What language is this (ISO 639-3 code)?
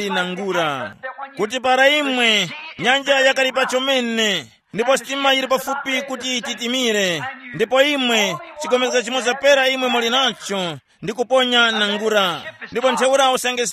tum